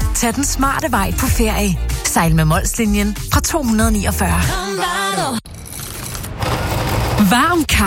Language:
Danish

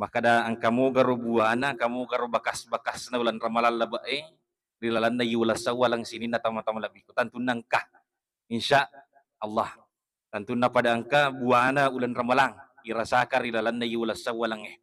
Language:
Buginese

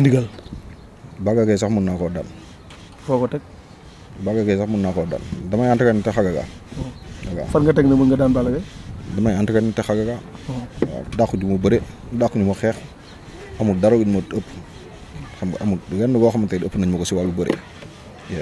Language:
Wolof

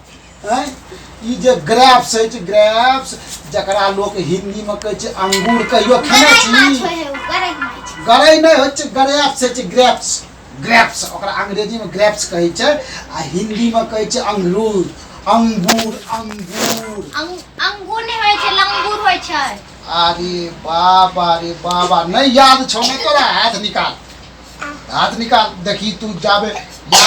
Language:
Maithili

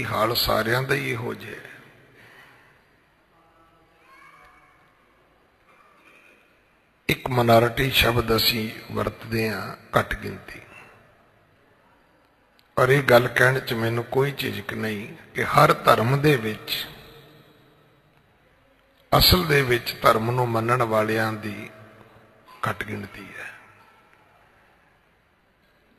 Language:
Punjabi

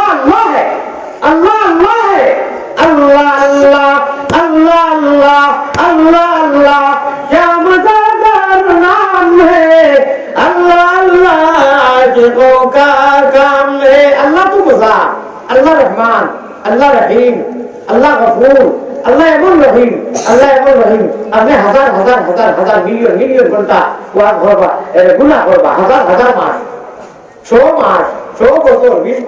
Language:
Sylheti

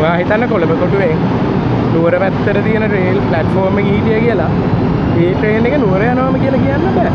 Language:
Sinhala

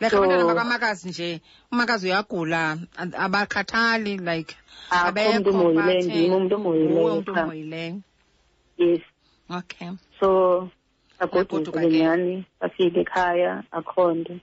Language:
Xhosa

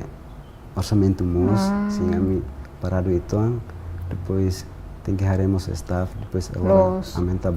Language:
Tetum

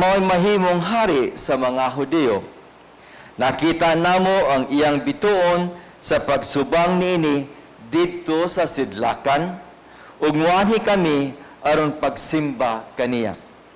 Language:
Cebuano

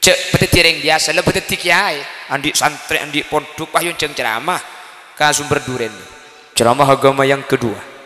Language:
Madurese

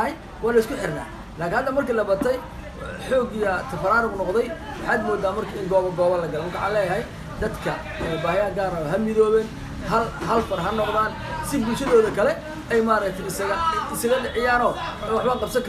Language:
Somali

